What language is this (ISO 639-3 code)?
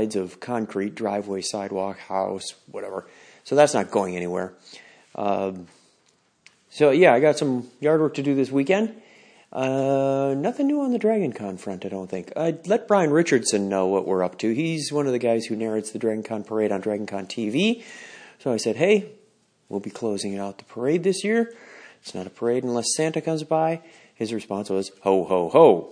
eng